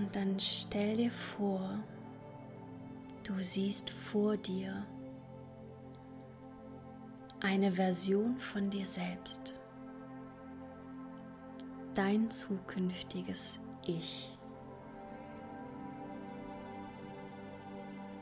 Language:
German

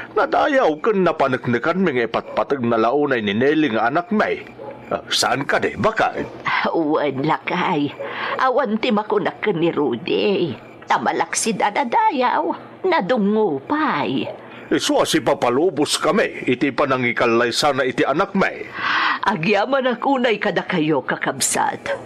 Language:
Iloko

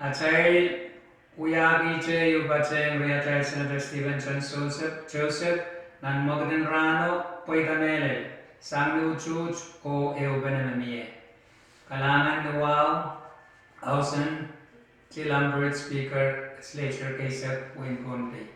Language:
Pohnpeian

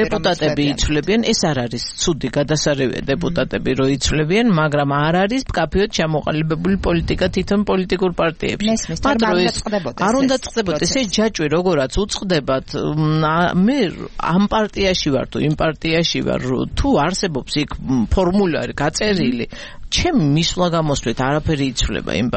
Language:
Georgian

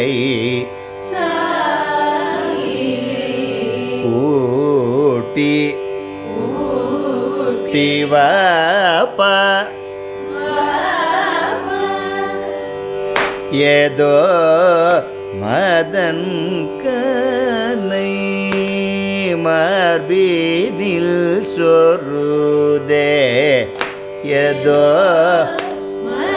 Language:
Tamil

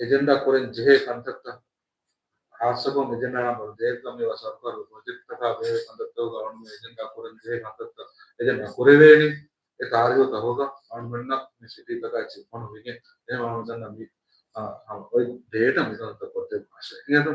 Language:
Divehi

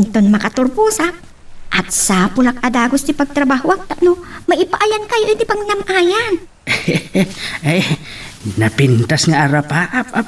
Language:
Iloko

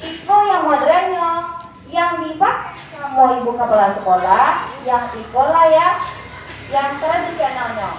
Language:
Minangkabau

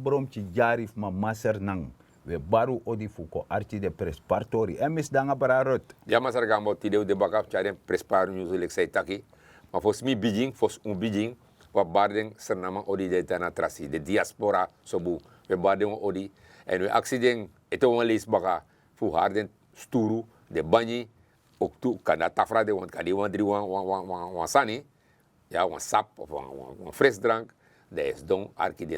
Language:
Sranan Tongo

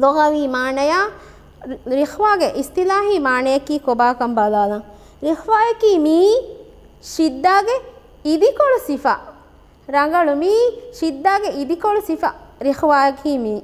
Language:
Divehi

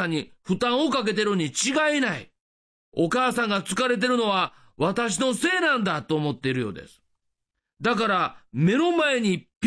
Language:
Japanese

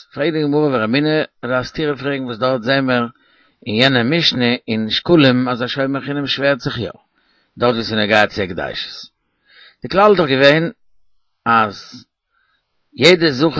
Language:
Yiddish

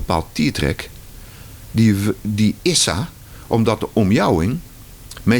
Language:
Western Frisian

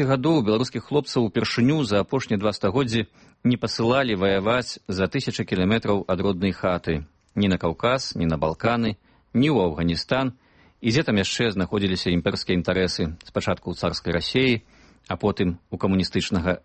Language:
Belarusian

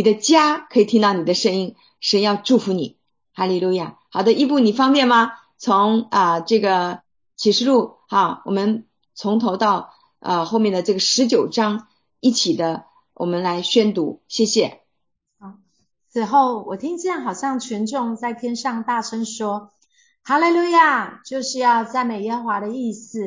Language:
Chinese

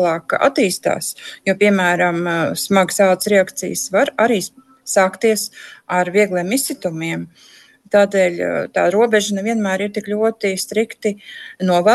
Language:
Latvian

